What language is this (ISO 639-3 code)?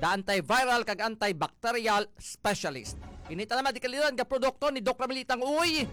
hil